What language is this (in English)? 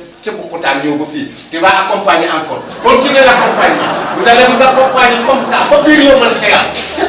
Wolof